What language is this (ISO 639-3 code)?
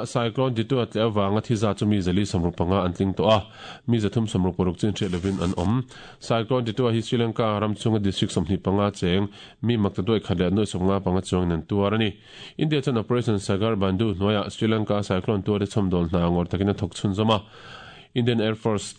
lus